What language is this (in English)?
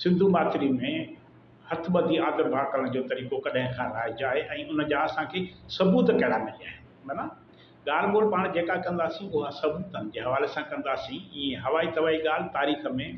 Sindhi